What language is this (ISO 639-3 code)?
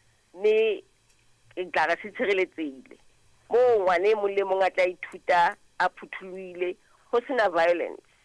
sot